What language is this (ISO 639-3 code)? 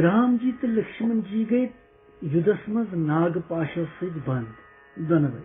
kas